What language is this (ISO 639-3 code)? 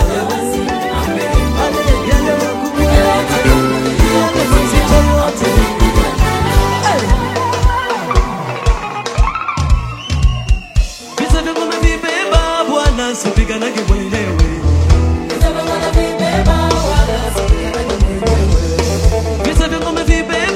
swa